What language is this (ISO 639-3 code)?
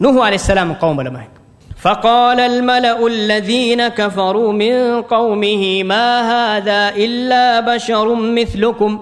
div